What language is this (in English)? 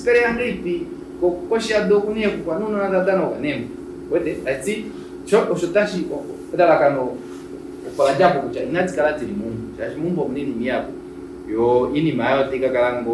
Kuanyama